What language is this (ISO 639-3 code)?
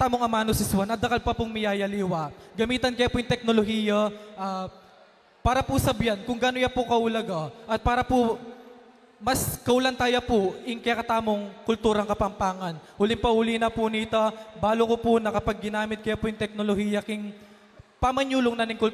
pam